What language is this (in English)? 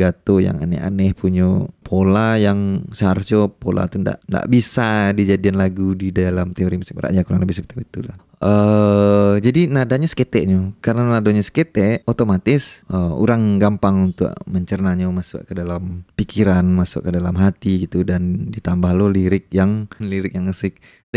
Minangkabau